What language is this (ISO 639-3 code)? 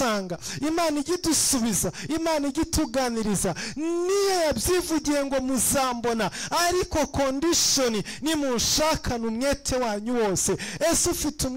kin